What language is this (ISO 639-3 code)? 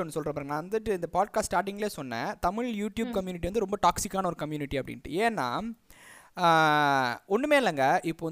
tam